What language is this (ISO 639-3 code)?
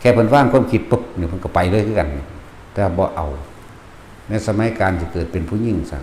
lao